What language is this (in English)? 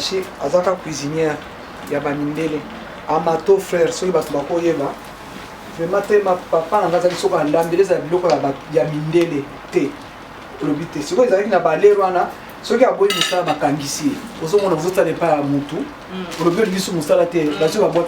Lingala